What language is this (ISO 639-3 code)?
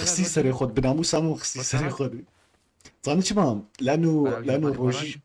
kur